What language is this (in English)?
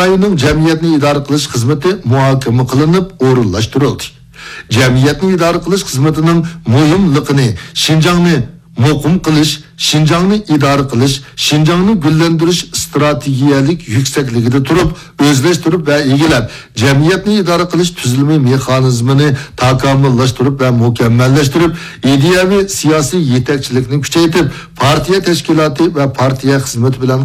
Uyghur